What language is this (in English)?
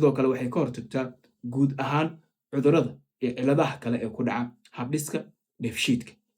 Somali